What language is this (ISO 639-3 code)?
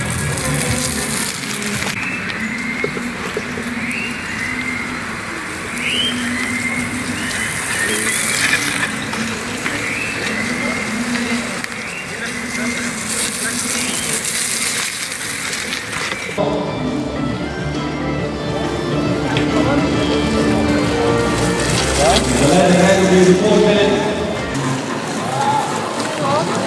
nld